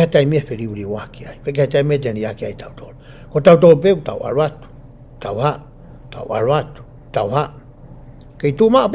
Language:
Tongan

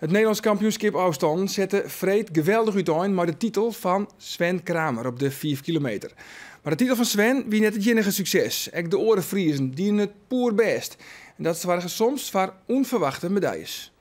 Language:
Western Frisian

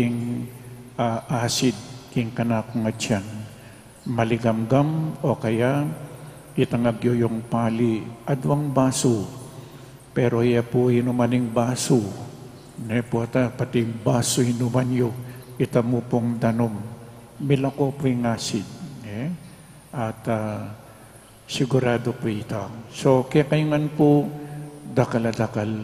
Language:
Pampanga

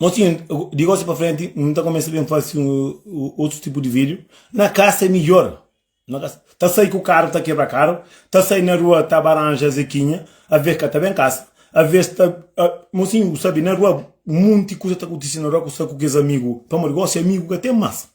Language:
Kabuverdianu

